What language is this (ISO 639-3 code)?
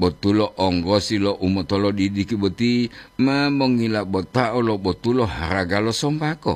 gor